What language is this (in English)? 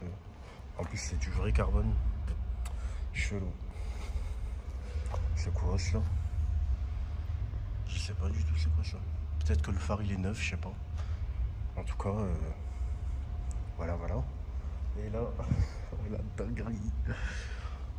French